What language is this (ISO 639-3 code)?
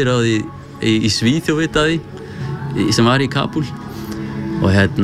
isl